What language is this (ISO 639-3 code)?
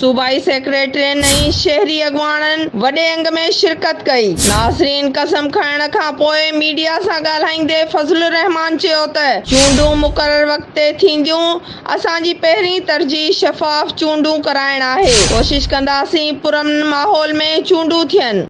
snd